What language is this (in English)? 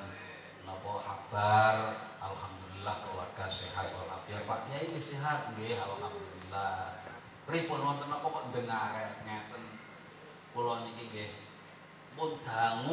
Javanese